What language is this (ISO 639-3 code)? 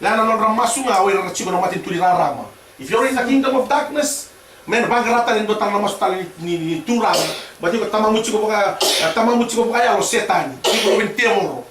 fij